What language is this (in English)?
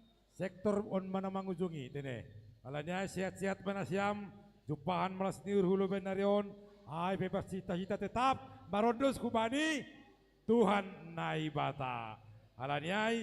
Batak Simalungun